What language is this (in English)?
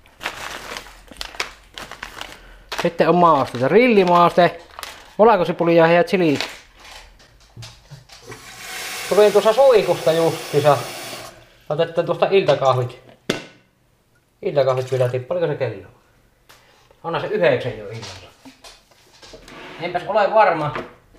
Finnish